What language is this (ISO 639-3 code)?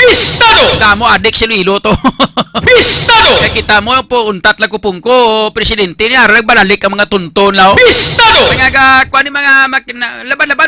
hil